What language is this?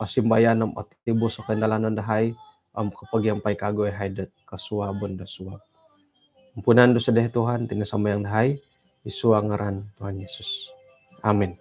Central Dusun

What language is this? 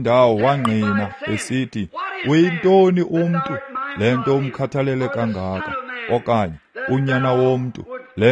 Xhosa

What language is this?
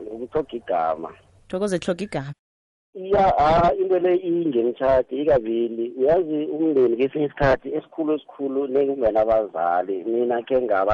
South Ndebele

